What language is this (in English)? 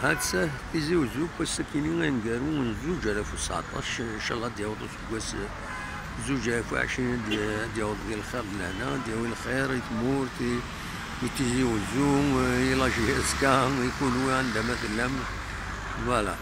Kabyle